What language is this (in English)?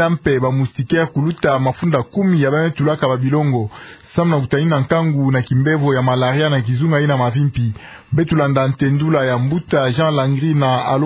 Kituba (Democratic Republic of Congo)